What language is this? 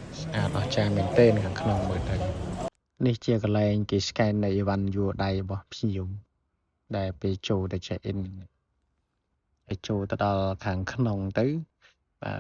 Khmer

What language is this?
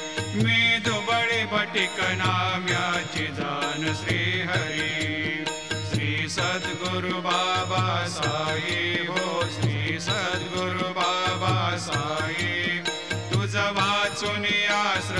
Marathi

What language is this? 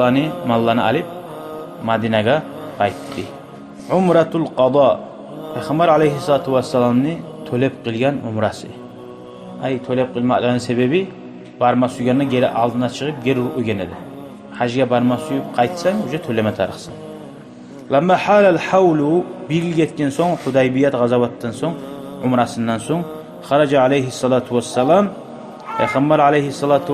Kumyk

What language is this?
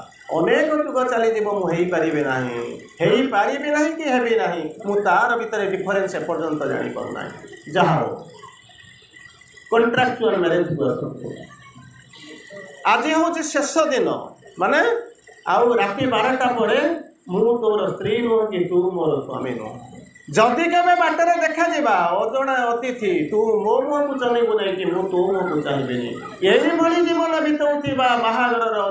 Odia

